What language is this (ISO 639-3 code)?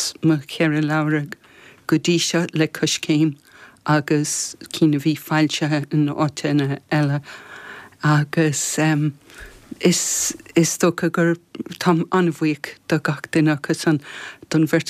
gle